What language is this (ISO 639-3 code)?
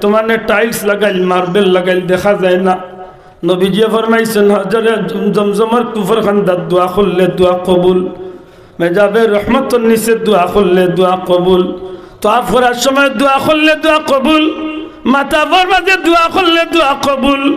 syl